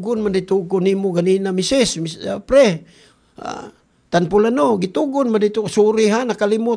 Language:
Cebuano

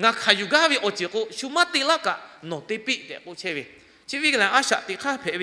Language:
Lahu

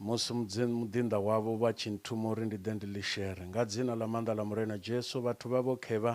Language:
Venda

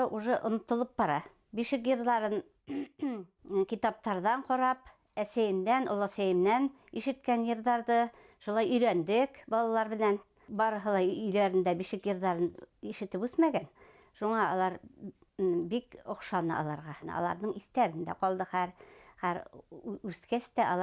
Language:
Bashkir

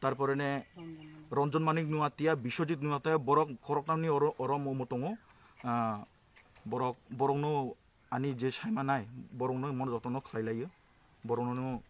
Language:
Kok Borok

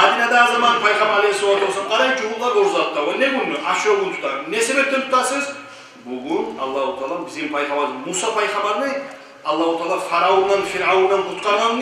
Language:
Kumyk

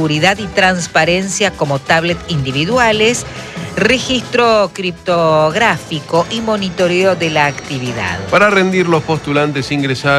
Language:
Spanish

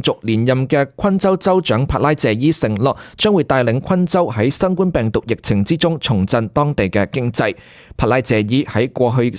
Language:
Cantonese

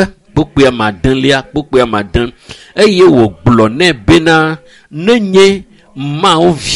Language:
Ewe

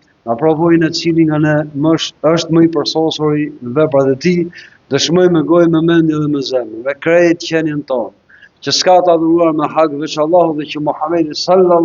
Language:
Albanian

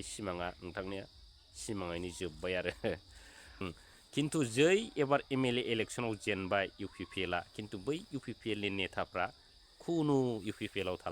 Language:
Bodo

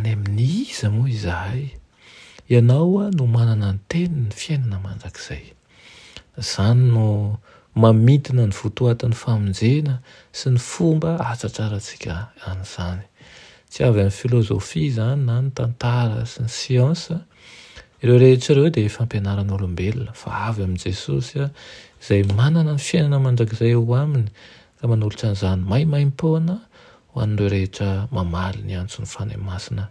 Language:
Malagasy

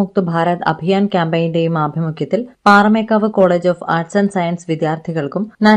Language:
Malayalam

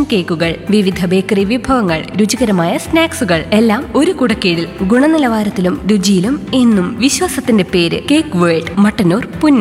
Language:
Malayalam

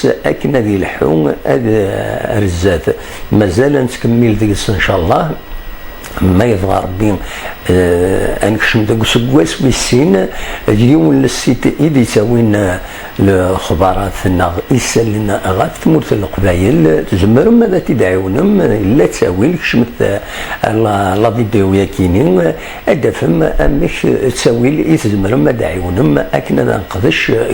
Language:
Kabyle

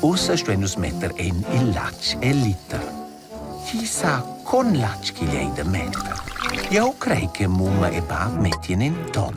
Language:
Romansh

